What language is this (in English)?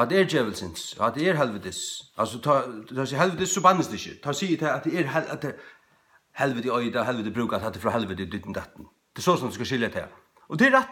Faroese